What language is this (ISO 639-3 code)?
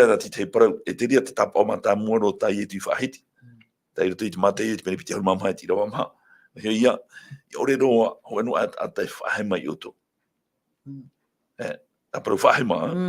tah